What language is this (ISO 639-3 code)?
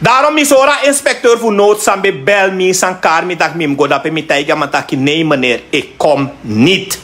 srn